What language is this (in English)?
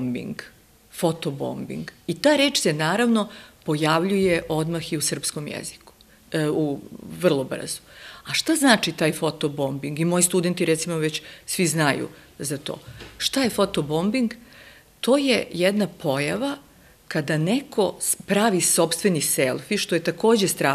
Serbian